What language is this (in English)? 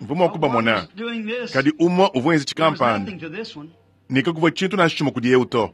Luba-Lulua